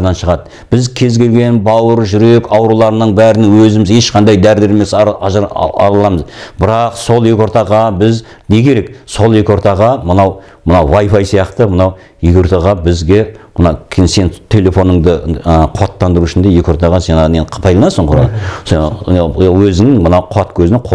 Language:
Kazakh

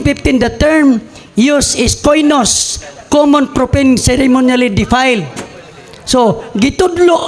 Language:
Cebuano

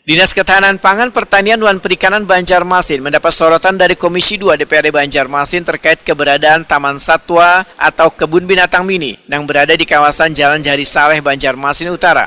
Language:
Banjar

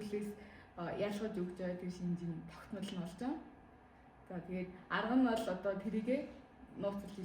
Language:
Mongolian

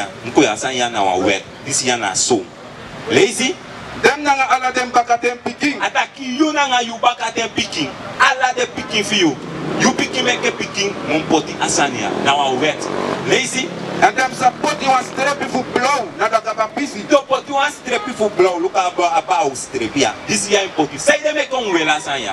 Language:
Sranan Tongo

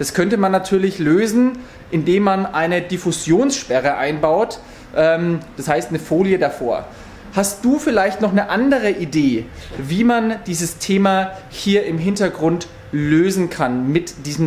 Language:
German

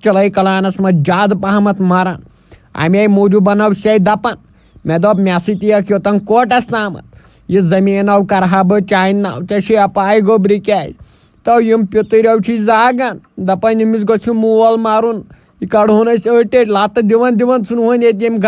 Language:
Kashmiri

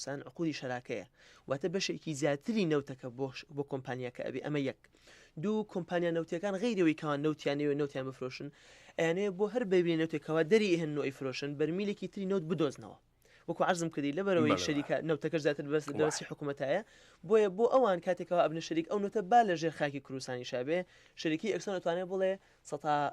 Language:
Central Kurdish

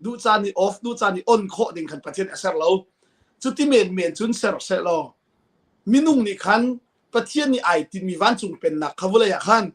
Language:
Hakha Chin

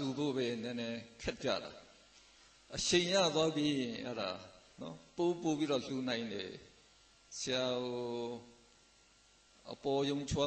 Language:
Burmese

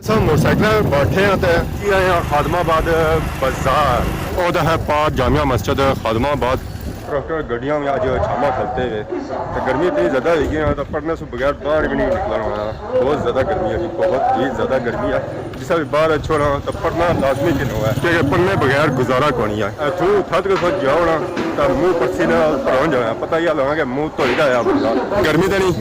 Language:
Pahari-Potwari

